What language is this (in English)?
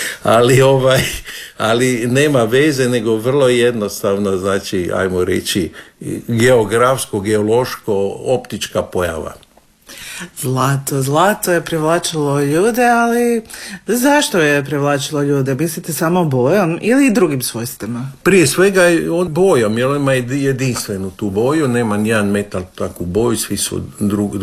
Croatian